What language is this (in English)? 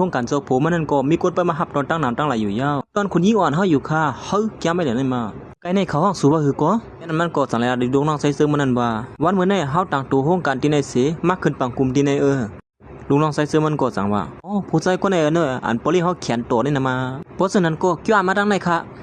Shan